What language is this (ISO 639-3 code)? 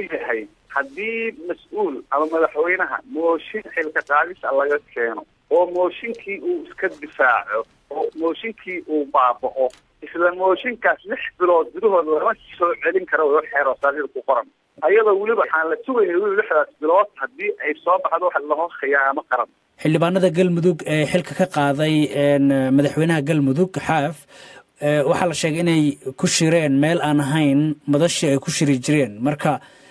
som